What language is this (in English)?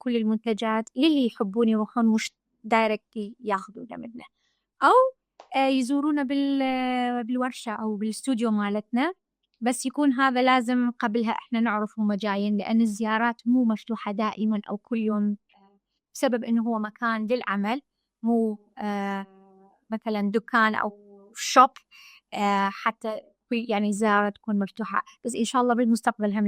Mesopotamian Arabic